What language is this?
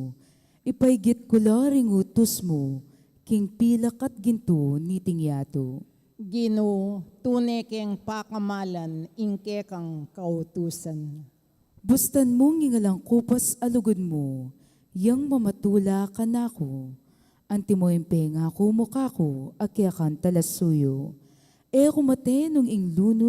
Pampanga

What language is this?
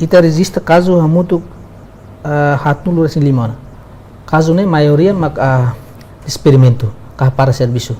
Tetum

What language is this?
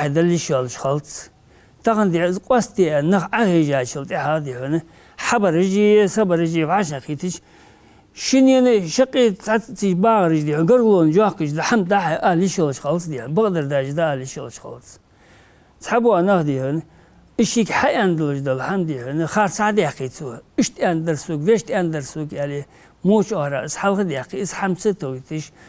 Ingush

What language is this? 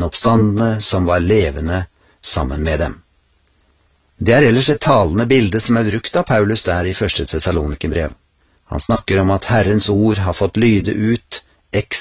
Norwegian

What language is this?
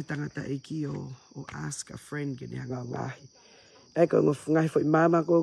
Tongan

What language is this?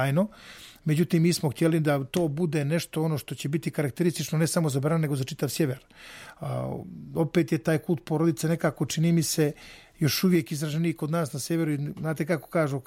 Serbian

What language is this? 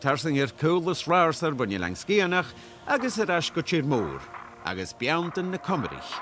Scottish Gaelic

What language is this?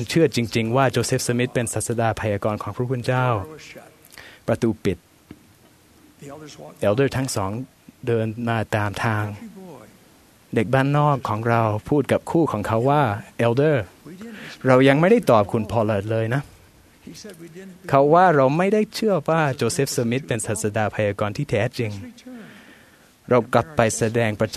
Thai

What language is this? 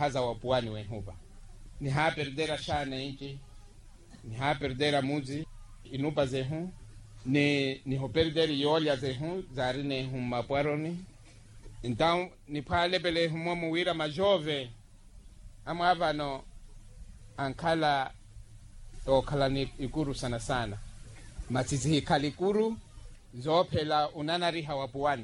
Makhuwa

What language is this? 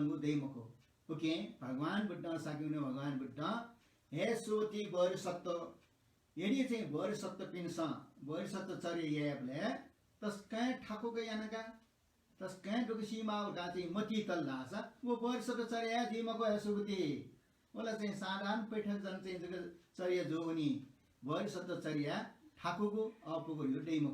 Newari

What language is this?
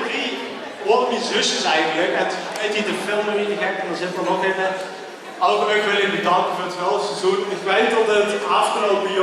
Limburgish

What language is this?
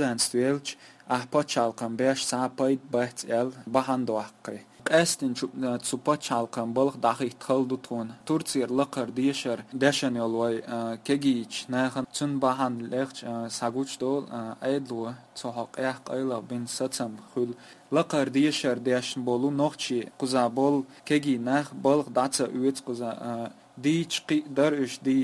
Chechen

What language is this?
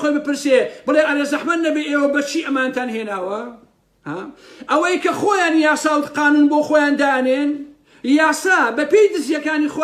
Central Kurdish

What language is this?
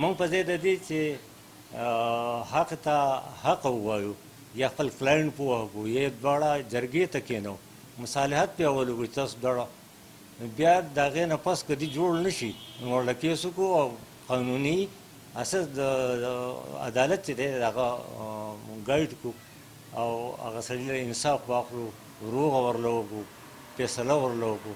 Pashto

